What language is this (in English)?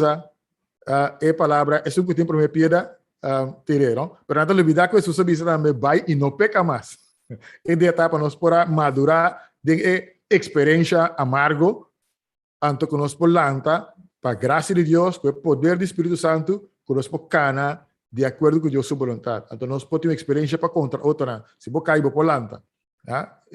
Papiamento